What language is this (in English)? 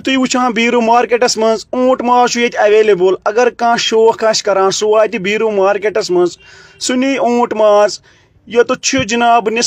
Kashmiri